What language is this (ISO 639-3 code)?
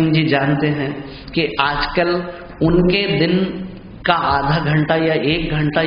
hin